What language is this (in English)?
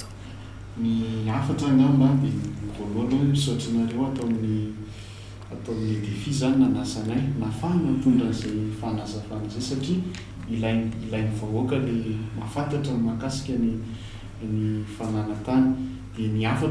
Malagasy